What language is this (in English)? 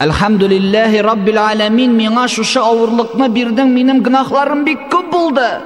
Tatar